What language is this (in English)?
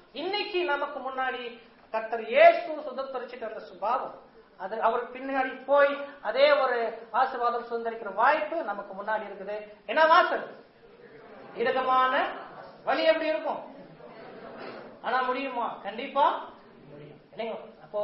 Tamil